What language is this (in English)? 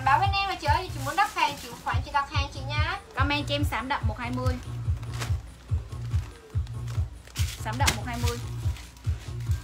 Vietnamese